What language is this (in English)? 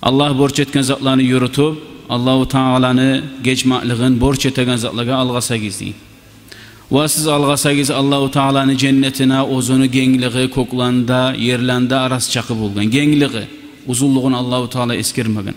Kumyk